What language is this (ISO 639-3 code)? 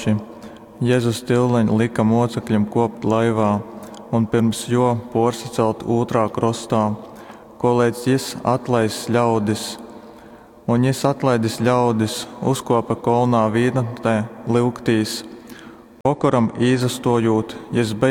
ltg